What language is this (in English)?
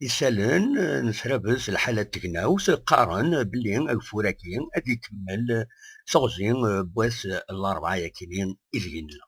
Kabyle